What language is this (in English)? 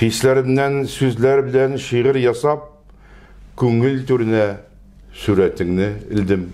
Tatar